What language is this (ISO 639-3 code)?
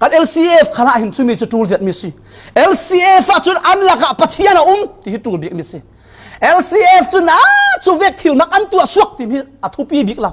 cfm